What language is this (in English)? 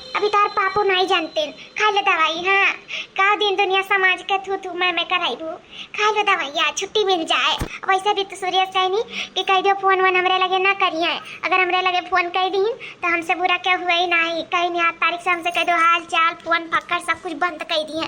Awadhi